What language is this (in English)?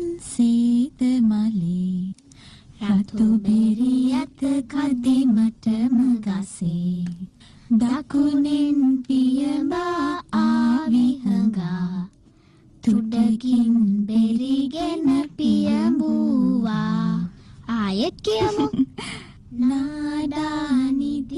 Sinhala